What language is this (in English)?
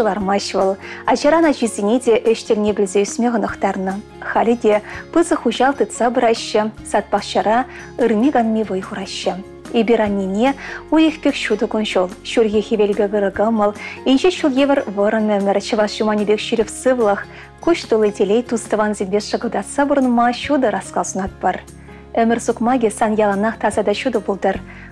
Chuvash